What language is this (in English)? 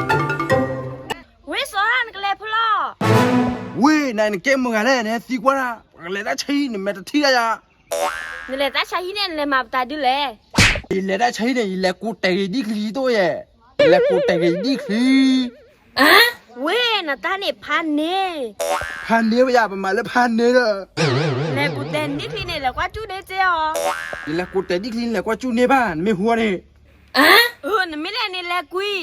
S'gaw Karen